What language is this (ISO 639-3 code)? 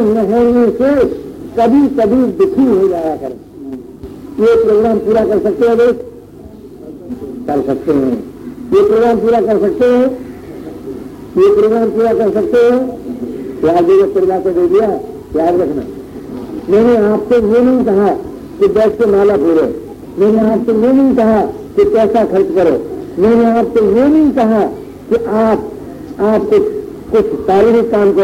hin